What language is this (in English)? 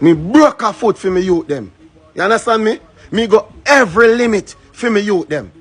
Jamaican Creole English